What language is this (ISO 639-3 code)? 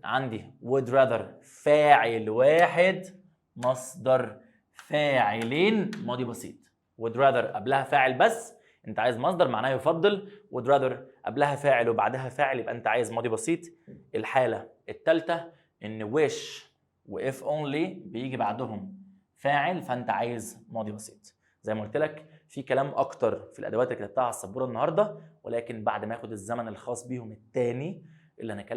arz